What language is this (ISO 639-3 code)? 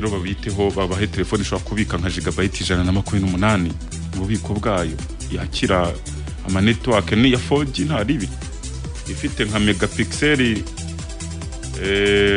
kin